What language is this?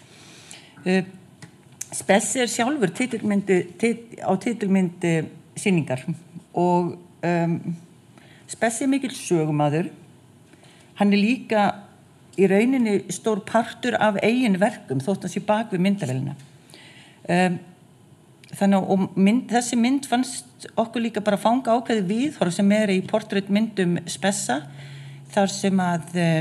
Icelandic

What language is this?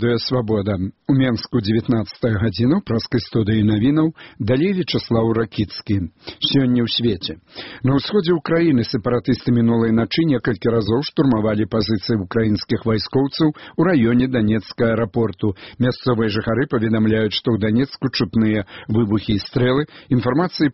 Belarusian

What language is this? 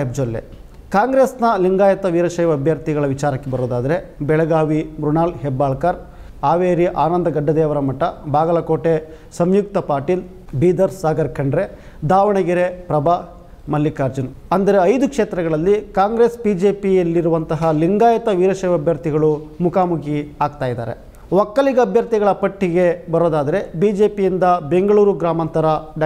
Kannada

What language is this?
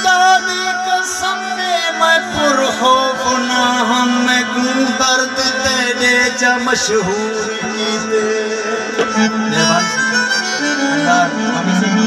Saraiki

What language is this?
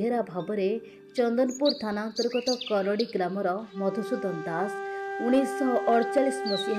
Odia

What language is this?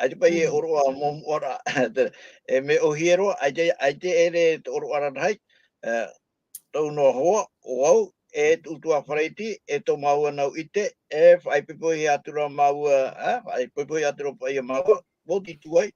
Tahitian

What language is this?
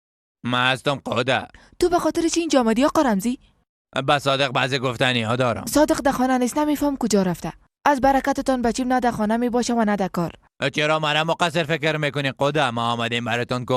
Persian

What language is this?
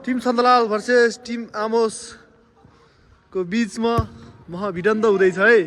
Nepali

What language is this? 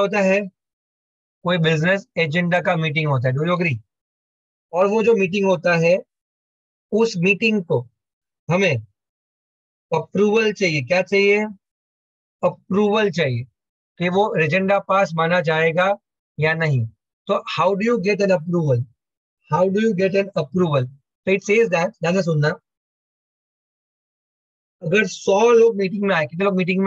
Hindi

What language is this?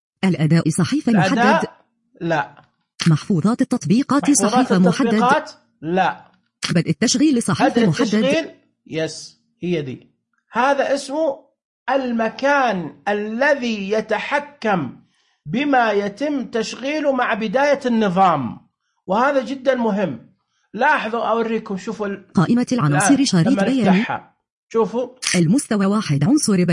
Najdi Arabic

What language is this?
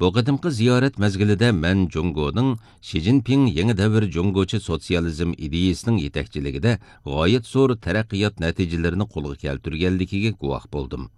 Uyghur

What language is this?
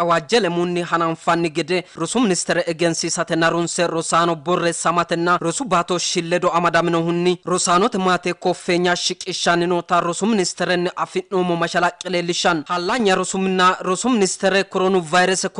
Sidamo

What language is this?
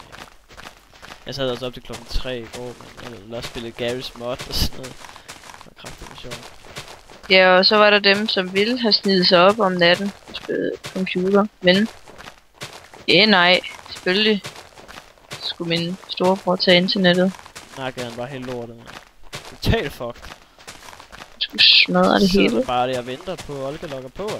Danish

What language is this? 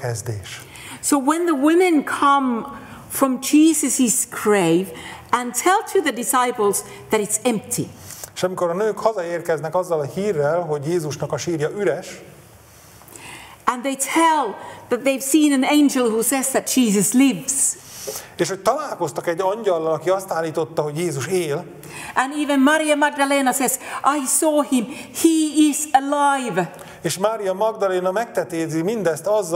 Hungarian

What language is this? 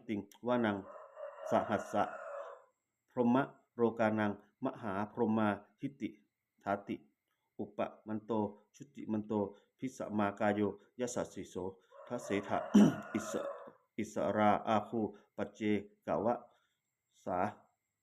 Pali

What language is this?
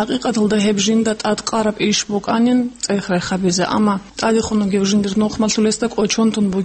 Avaric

